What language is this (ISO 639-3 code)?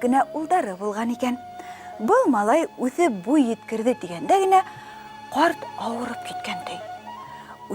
bak